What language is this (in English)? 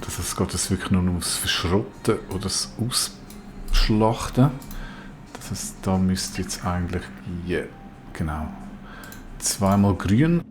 Swiss German